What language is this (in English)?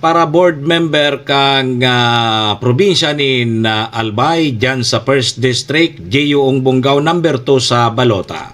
Bikol